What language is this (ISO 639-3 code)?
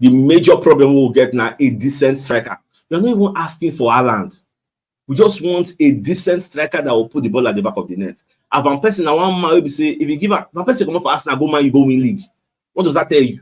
pcm